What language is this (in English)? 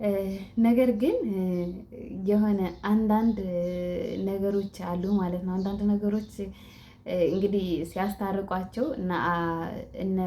Amharic